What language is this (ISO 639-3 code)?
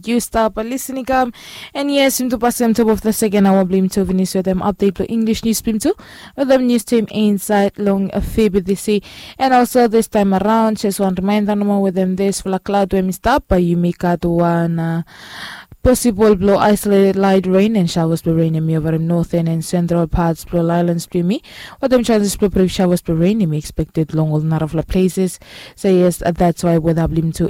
bis